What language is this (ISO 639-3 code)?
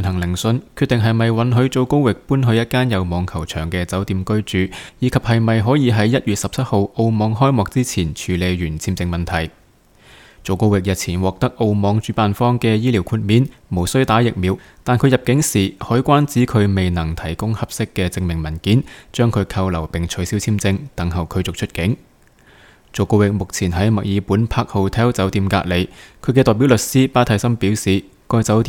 yue